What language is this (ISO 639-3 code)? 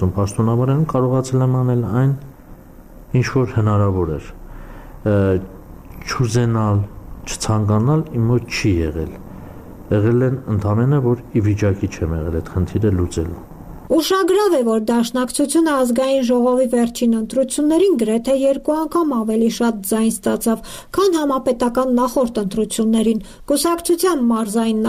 hye